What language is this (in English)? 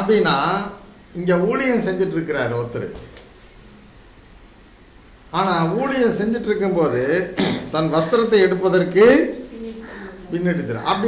Tamil